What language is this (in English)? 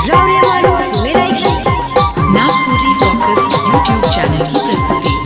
Sadri